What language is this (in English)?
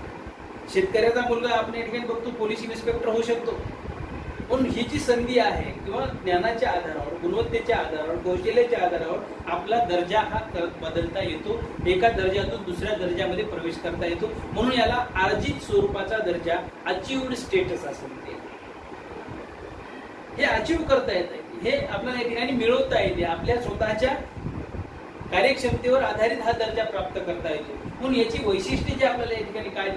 Marathi